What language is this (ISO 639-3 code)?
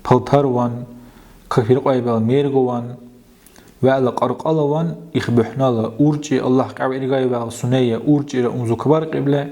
dar